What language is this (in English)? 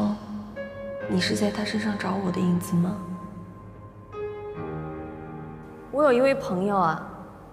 Chinese